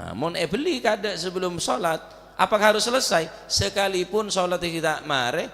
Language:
Madurese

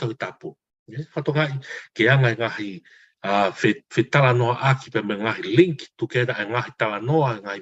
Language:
Tongan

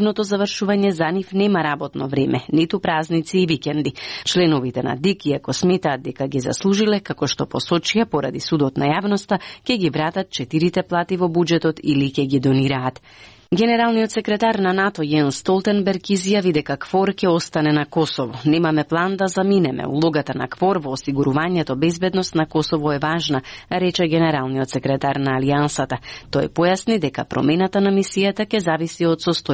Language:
Macedonian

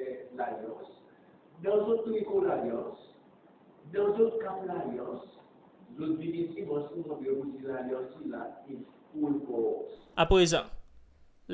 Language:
Seselwa Creole French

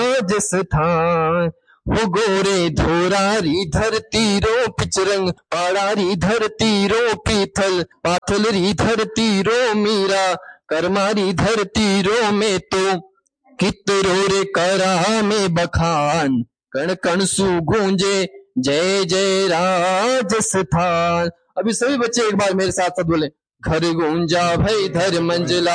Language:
Hindi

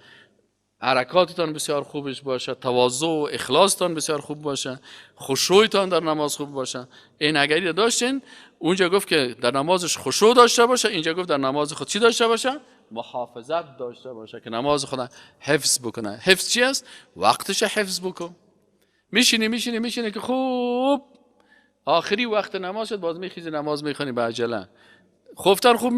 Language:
Persian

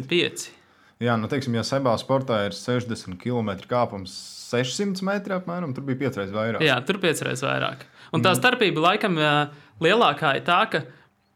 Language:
Latvian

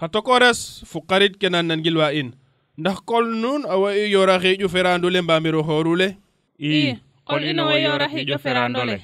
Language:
Serer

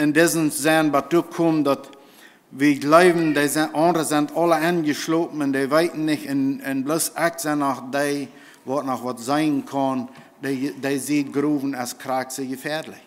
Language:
Plautdietsch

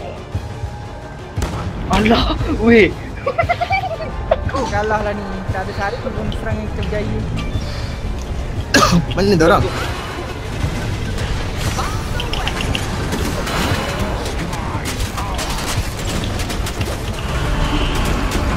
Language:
Malay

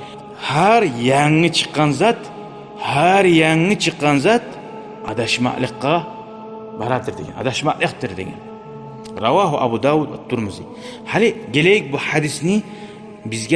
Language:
Kumyk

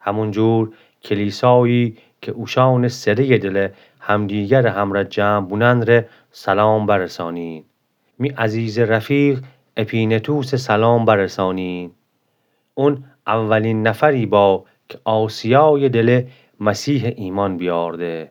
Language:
Gilaki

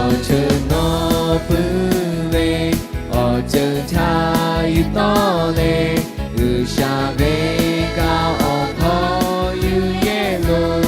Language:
Lahu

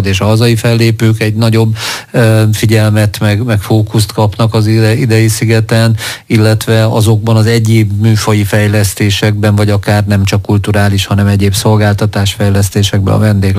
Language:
Hungarian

